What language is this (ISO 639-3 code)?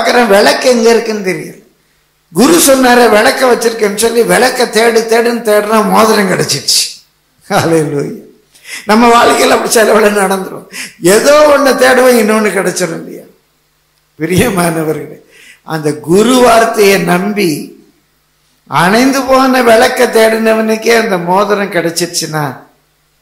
tam